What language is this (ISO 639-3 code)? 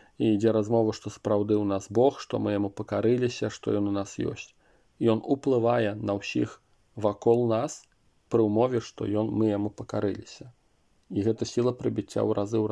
bel